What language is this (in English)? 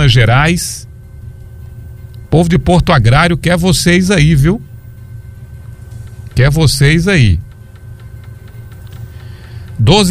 Portuguese